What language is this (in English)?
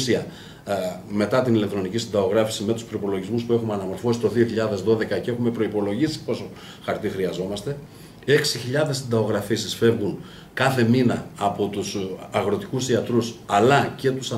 Greek